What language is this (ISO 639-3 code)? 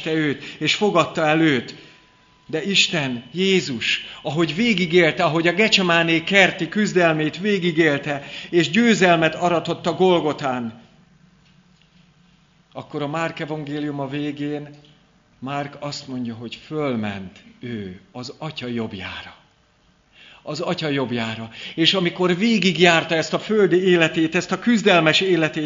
hun